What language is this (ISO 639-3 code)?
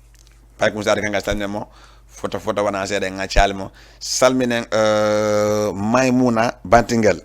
ful